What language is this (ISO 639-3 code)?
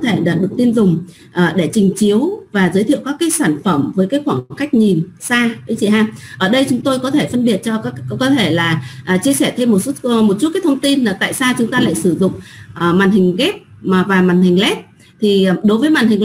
vie